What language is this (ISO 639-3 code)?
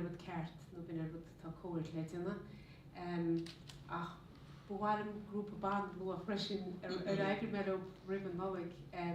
gle